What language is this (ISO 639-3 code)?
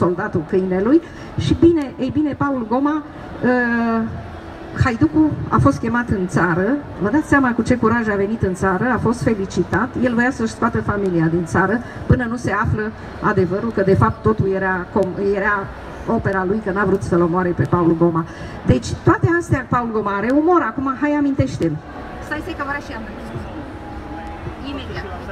ron